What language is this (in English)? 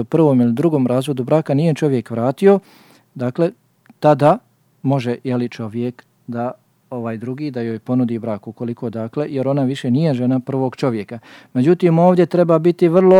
Bosnian